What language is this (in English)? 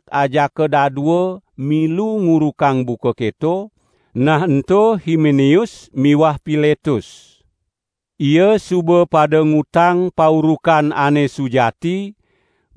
Balinese